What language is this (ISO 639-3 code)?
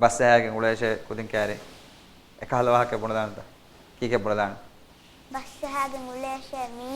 div